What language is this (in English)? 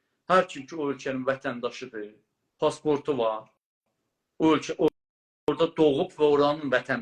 South Azerbaijani